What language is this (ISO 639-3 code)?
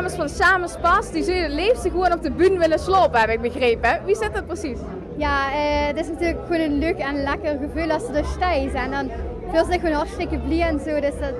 lim